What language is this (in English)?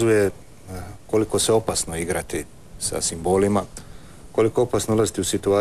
Croatian